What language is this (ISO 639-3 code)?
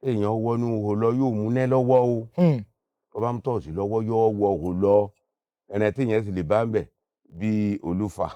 yor